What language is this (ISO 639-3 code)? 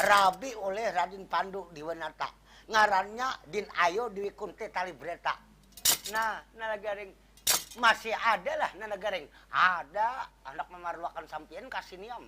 bjn